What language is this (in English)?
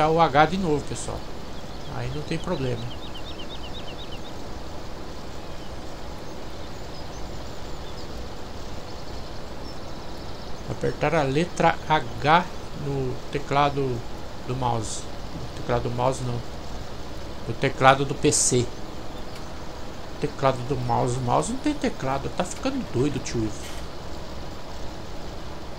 Portuguese